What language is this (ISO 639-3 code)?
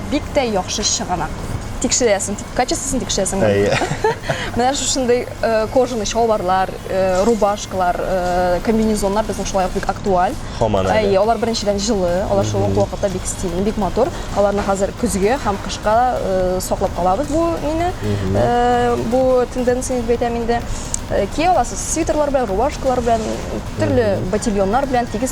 tat